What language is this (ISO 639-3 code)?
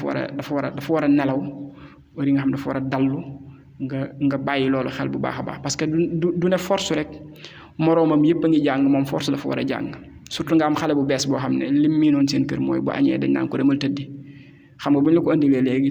wol